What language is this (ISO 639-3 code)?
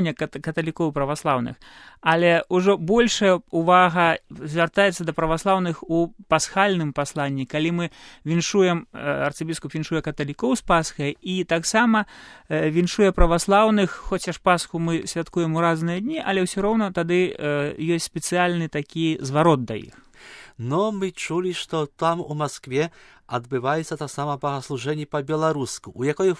bel